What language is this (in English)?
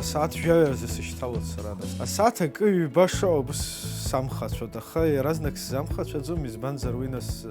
Abkhazian